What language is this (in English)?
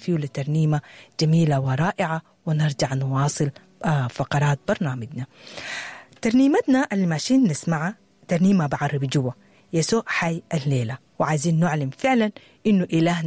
Sudanese Arabic